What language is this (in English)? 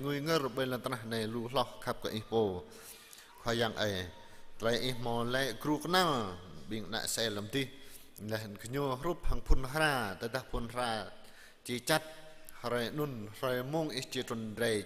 Jarai